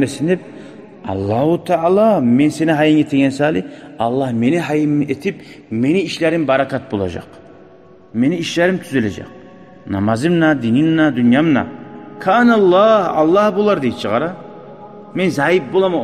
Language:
Kumyk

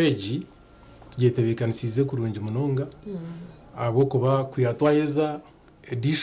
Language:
Nyankole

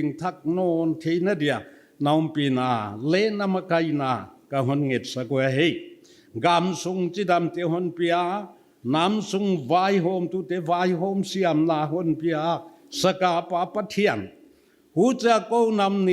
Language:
Paite Chin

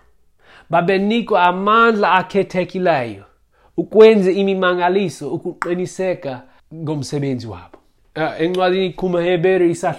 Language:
Xhosa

